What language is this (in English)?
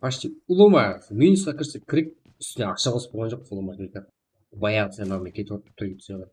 Kara-Kalpak